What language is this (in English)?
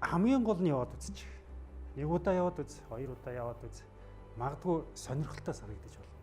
Mongolian